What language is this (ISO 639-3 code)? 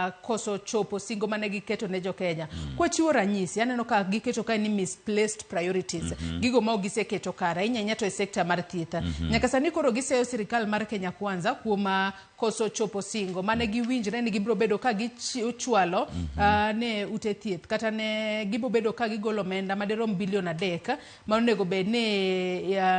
luo